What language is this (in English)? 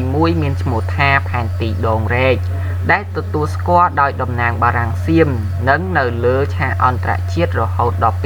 Khmer